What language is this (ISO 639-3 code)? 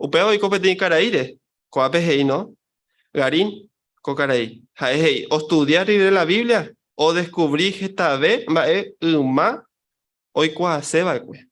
grn